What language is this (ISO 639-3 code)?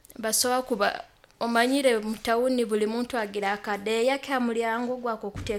nyo